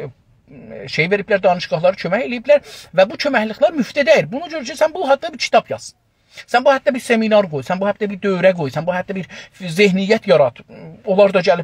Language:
South Azerbaijani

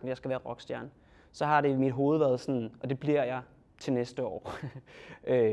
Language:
Danish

